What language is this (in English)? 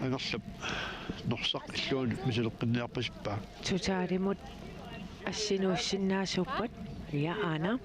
Kalaallisut